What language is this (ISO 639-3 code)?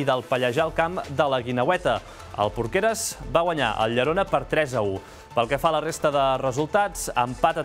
cat